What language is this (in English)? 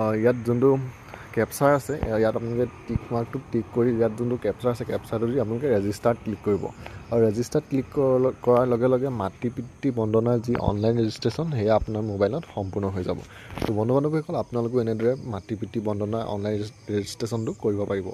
Assamese